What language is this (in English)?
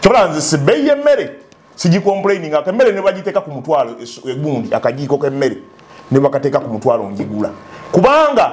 Ganda